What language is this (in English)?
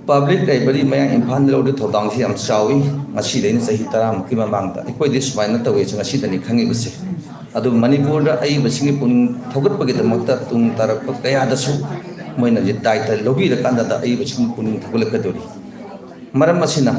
Manipuri